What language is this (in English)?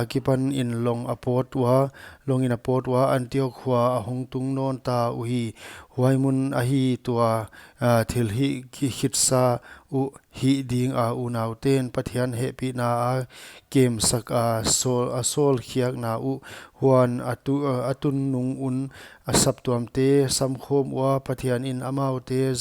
Paite Chin